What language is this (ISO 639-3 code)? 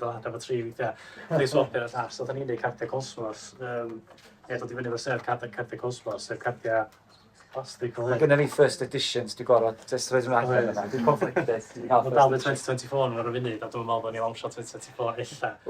cym